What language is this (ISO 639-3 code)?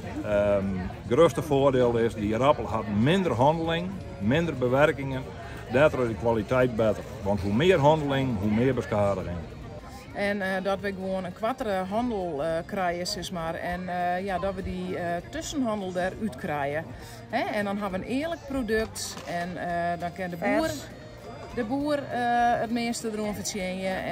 fry